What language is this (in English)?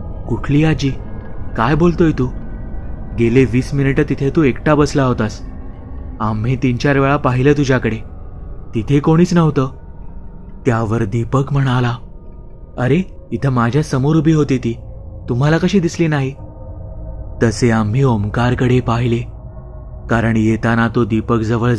Marathi